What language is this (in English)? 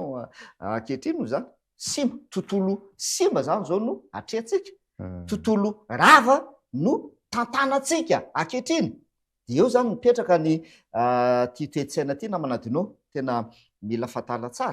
Malagasy